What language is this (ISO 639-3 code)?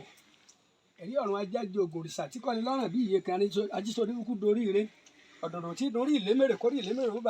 yor